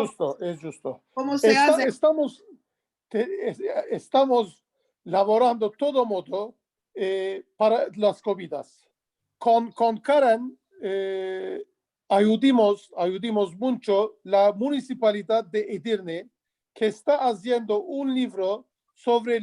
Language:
Ladino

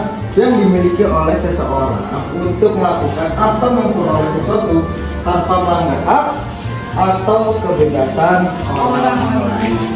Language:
Indonesian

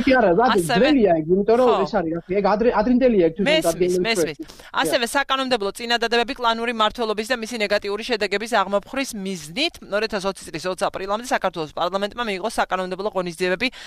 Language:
Georgian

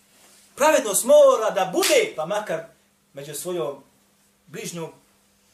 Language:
Bosnian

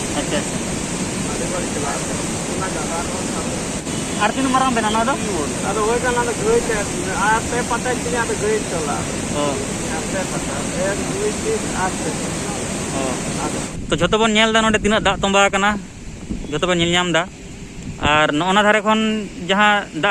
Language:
Santali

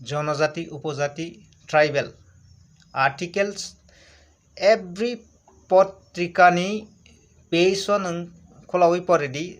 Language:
Kok Borok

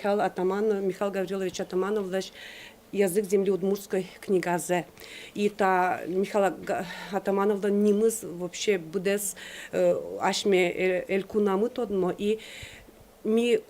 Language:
Udmurt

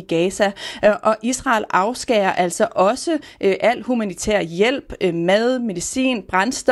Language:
Danish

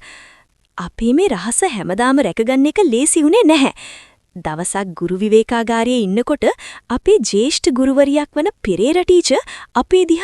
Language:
Sinhala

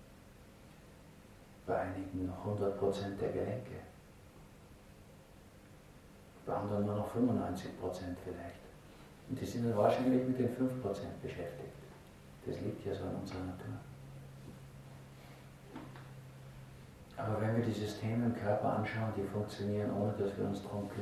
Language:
German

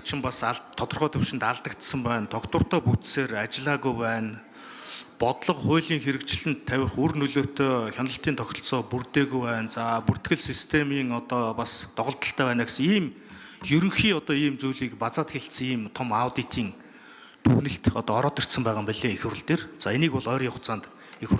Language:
Mongolian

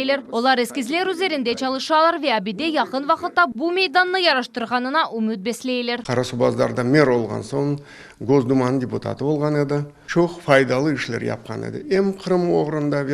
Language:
Crimean Tatar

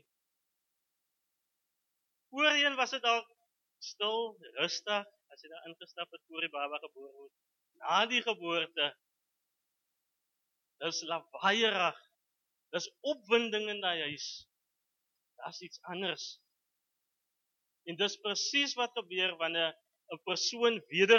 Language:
Afrikaans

